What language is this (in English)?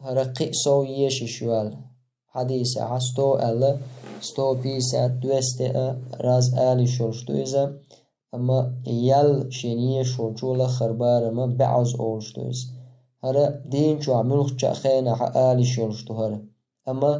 Chechen